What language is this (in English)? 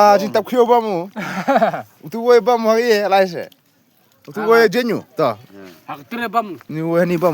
Khasi